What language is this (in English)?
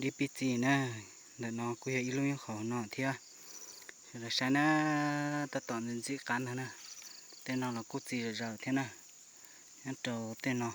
Hmong